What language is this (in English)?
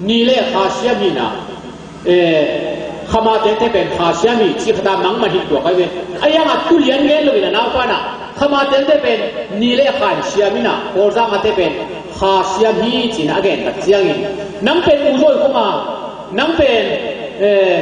Tedim Chin